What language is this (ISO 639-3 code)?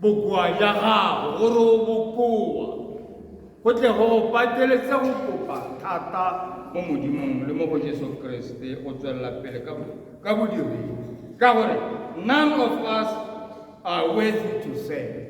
tsn